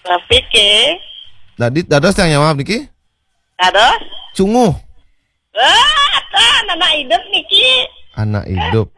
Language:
Balinese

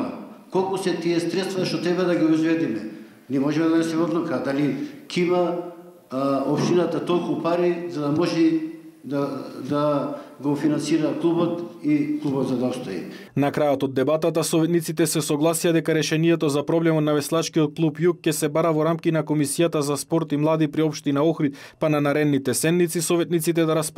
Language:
Macedonian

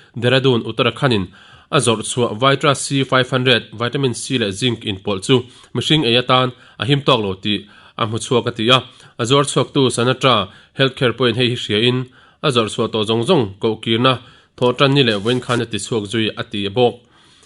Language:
Mizo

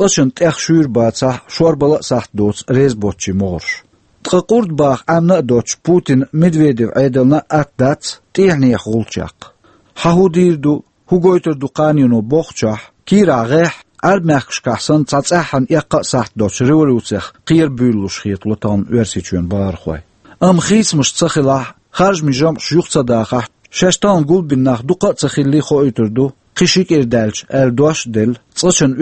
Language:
Chechen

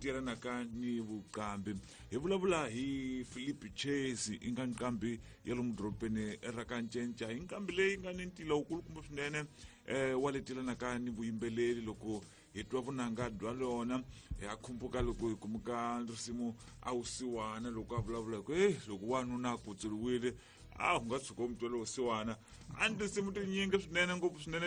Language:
Tsonga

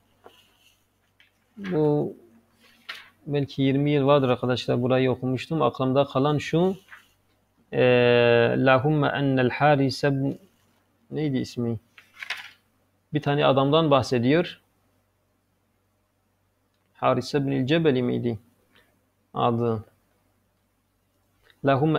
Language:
Turkish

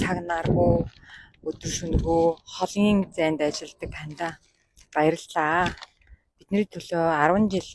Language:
Mongolian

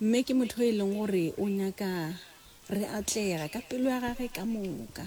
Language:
Northern Sotho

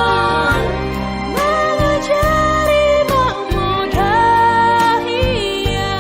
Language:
Batak Simalungun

